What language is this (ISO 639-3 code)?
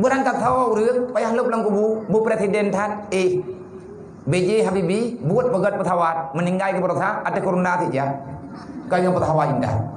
ace